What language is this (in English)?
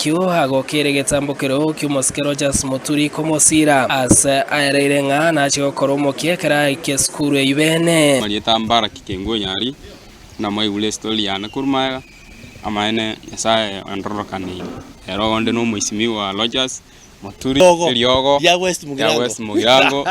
Gusii